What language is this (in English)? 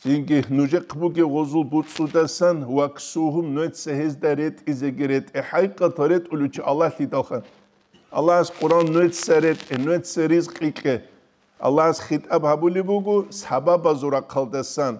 Avaric